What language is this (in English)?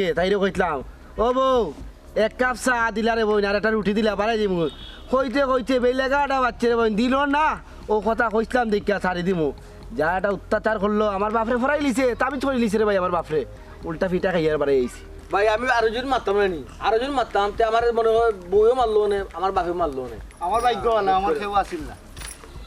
Sylheti